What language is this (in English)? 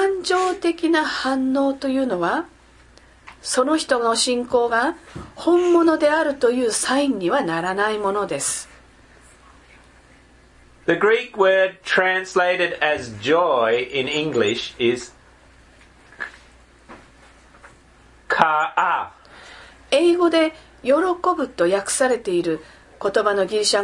Japanese